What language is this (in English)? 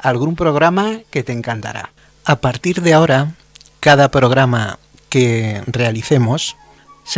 Spanish